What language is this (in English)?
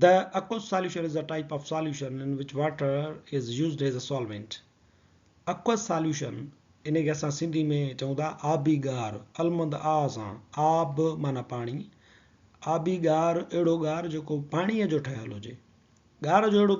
Sindhi